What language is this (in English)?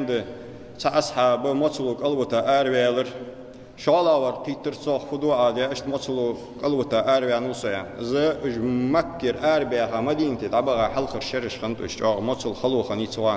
Ingush